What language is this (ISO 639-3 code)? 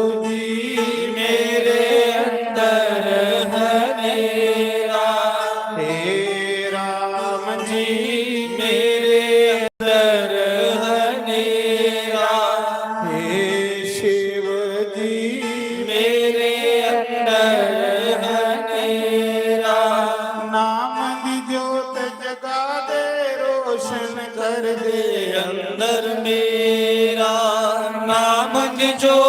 doi